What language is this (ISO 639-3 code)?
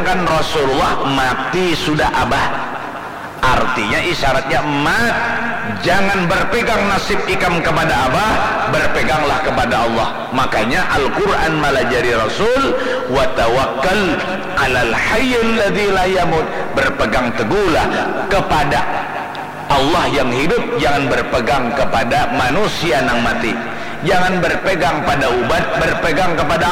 bjn